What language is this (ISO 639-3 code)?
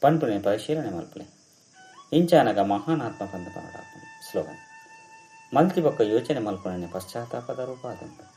tcy